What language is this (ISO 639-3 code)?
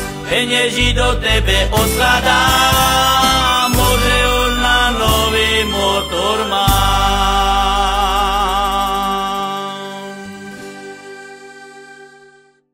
slk